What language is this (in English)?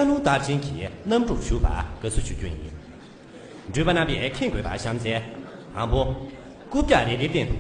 Tibetan